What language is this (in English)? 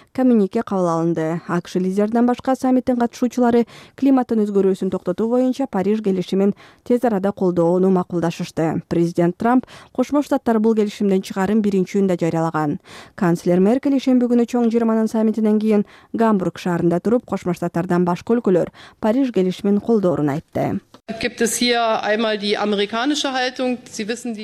Kyrgyz